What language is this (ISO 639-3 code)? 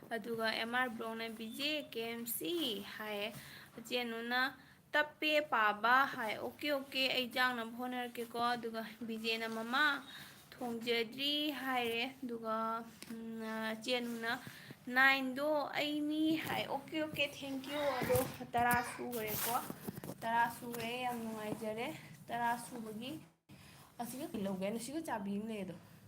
mni